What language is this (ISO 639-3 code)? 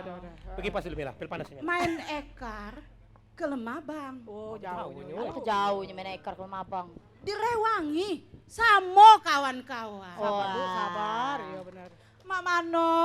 mui